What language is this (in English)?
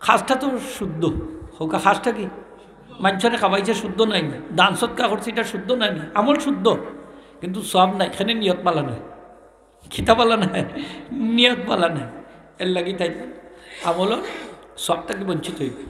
Sylheti